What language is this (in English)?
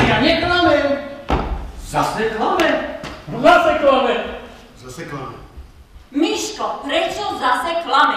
Slovak